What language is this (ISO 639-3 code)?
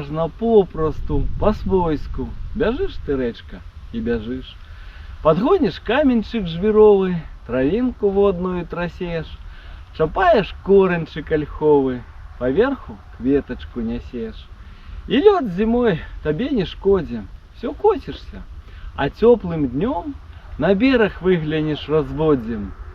bel